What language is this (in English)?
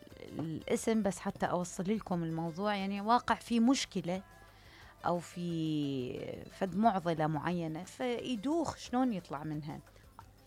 Mesopotamian Arabic